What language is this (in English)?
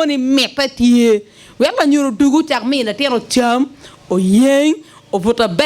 Acoli